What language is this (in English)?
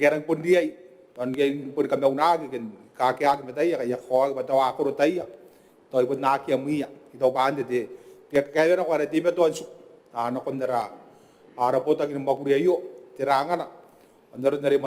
Gilbertese